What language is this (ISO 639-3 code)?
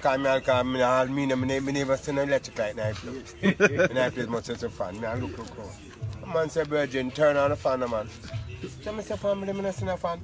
jam